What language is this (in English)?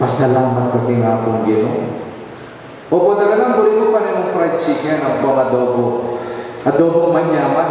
Pampanga